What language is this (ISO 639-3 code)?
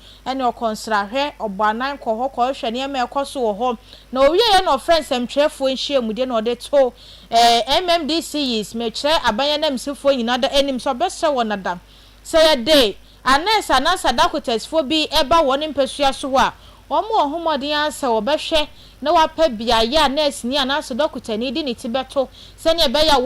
aka